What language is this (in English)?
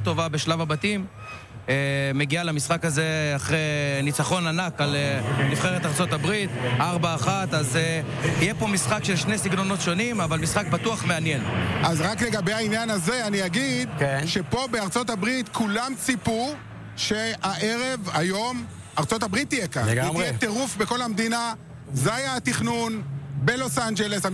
Hebrew